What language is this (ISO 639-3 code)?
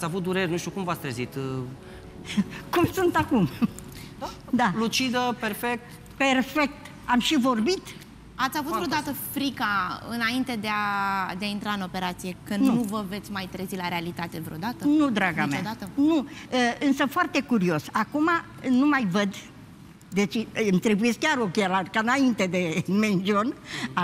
ron